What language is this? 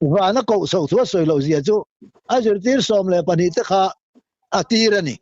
Mizo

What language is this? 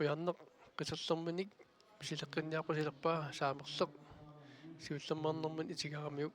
Kalaallisut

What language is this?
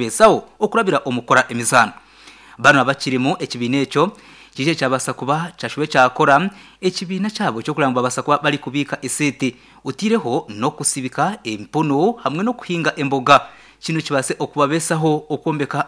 Nyankole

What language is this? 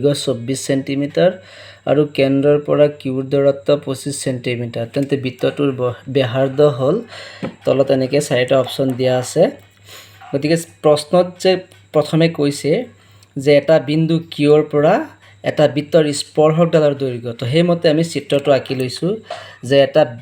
Assamese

